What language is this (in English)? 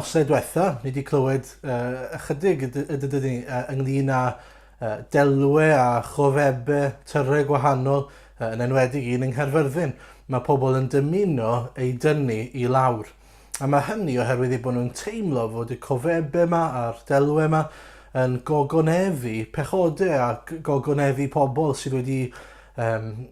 Welsh